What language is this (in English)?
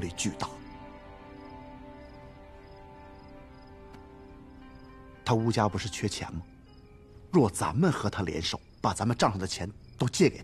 Chinese